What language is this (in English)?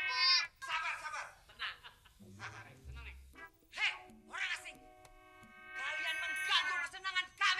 Betawi